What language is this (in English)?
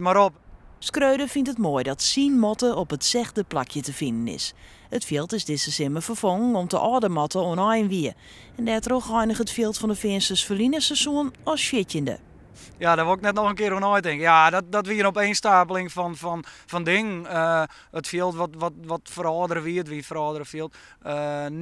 Western Frisian